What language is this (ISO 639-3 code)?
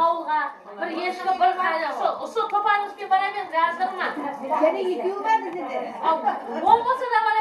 kaa